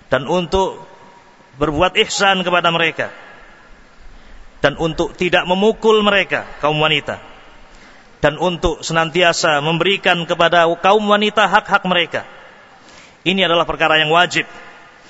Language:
Indonesian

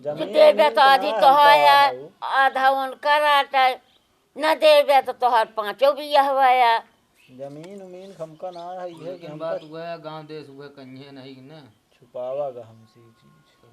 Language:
Awadhi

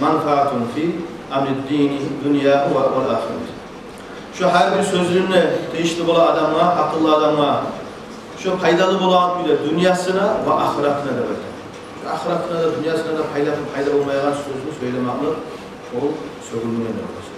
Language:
Kumyk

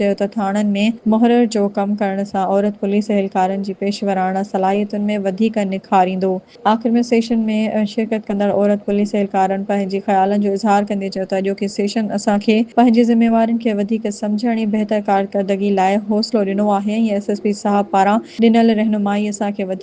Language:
Sindhi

